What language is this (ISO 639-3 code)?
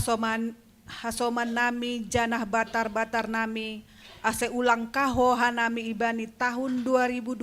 bts